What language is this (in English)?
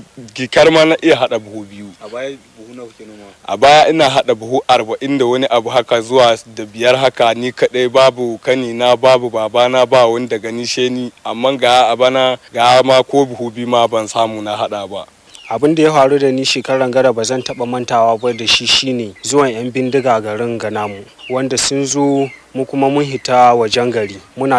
Hausa